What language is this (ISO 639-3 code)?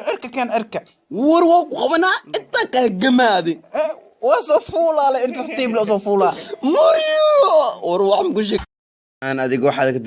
som